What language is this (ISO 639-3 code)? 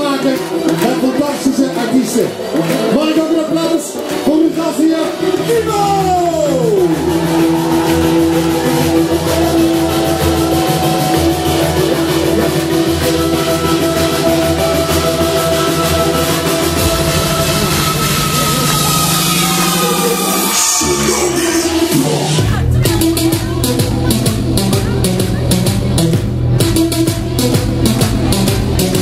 nld